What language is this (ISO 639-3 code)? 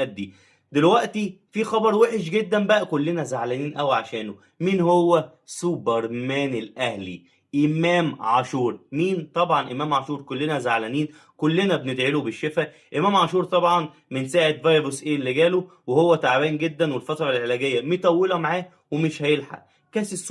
arz